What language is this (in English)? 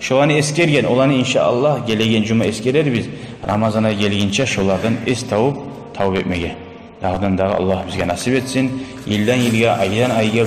Kumyk